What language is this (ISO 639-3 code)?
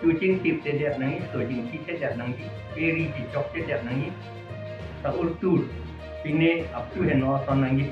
mjw